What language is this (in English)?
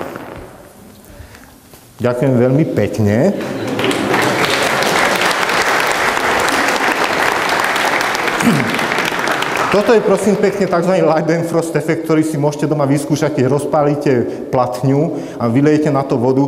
Slovak